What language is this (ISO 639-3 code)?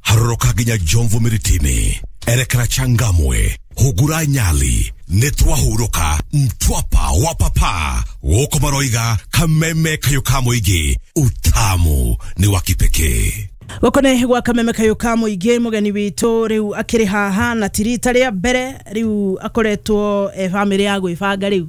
kik